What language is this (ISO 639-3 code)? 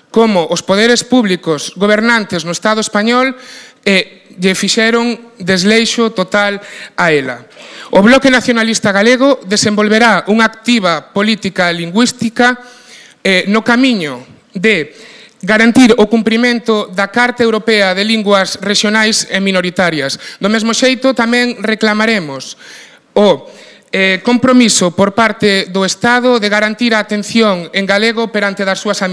glg